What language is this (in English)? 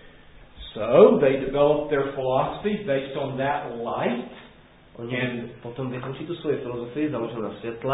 Czech